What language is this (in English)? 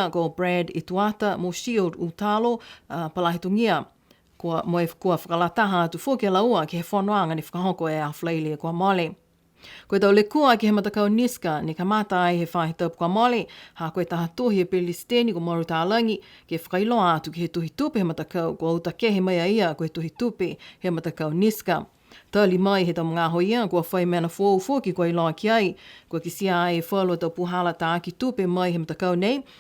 Niuean